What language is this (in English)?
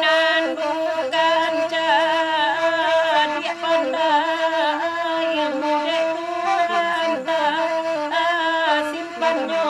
Minangkabau